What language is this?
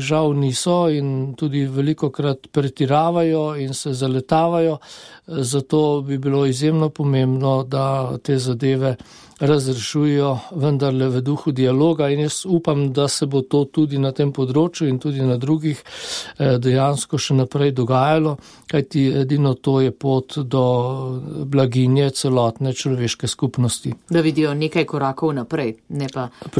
Slovenian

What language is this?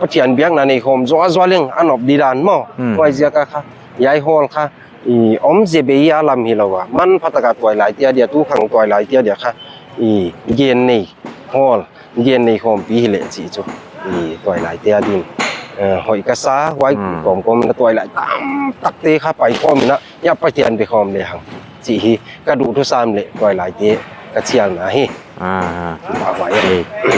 Paite Chin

